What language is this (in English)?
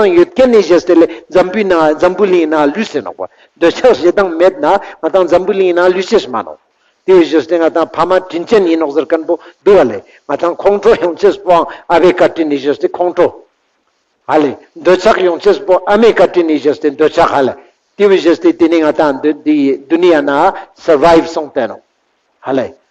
Ladakhi